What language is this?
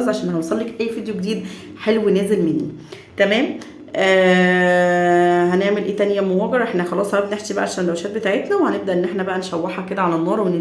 Egyptian Arabic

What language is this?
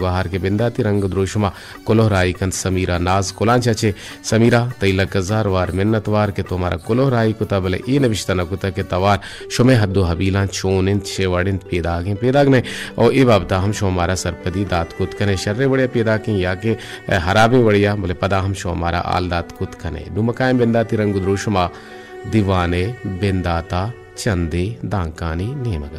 Baluchi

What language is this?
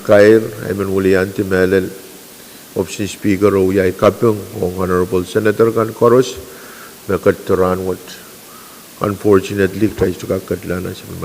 Pohnpeian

